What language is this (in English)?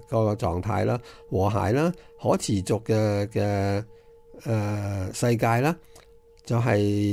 Cantonese